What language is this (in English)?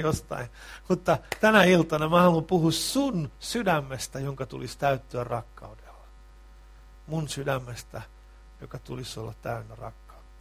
Finnish